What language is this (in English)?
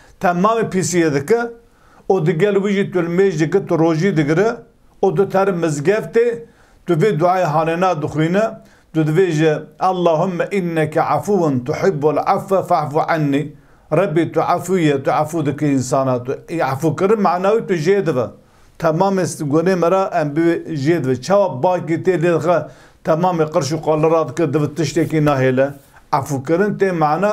Kurdish